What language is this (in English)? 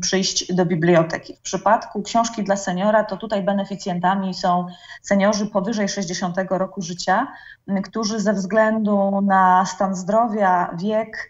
Polish